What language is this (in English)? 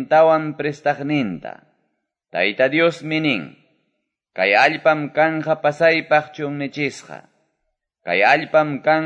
Quechua